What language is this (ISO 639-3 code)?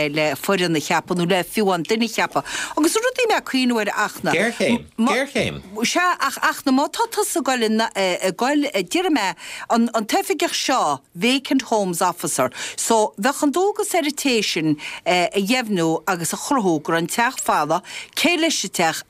gle